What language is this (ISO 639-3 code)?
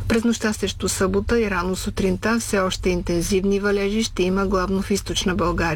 bul